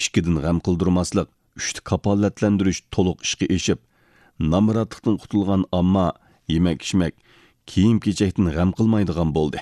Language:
Uyghur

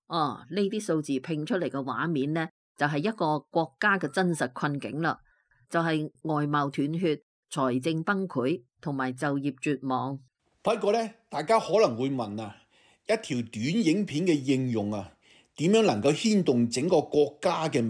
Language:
Cantonese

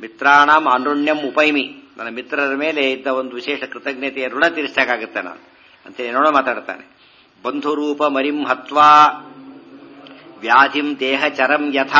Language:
Kannada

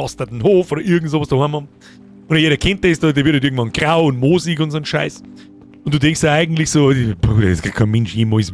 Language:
Bavarian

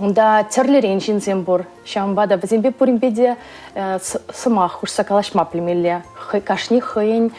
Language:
Chuvash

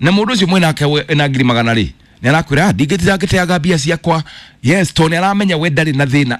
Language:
Kikuyu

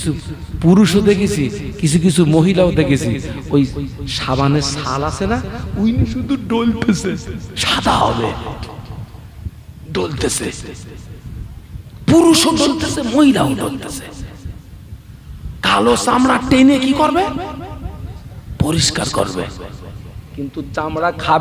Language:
Bangla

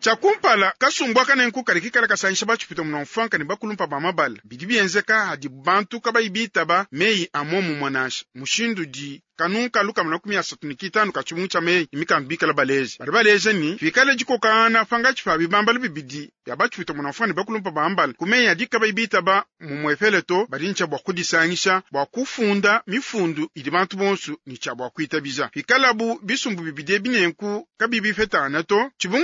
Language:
Luba-Lulua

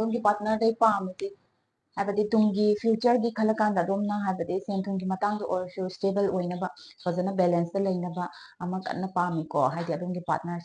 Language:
Manipuri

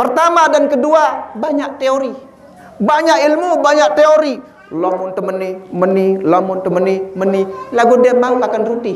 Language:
Sasak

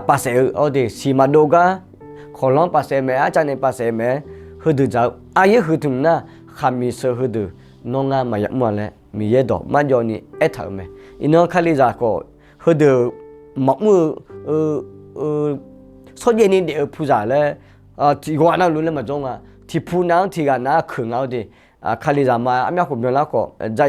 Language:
Akha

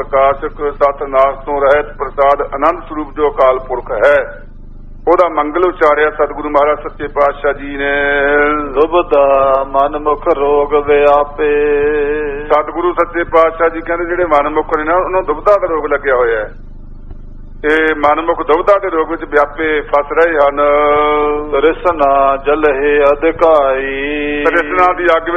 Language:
Punjabi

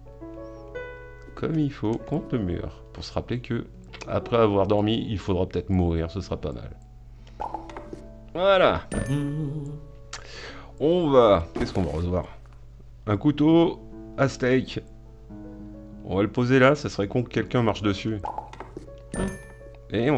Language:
French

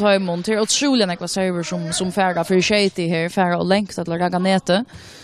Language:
Faroese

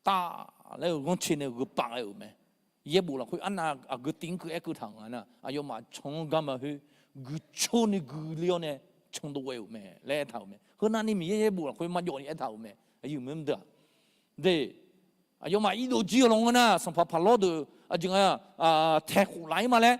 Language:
Akha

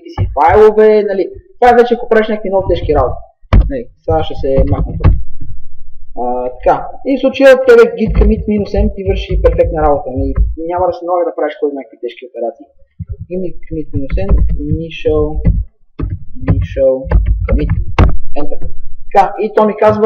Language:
Bulgarian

